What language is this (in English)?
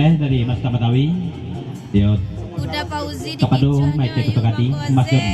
Minangkabau